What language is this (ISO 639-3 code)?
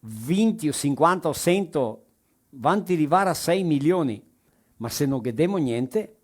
vec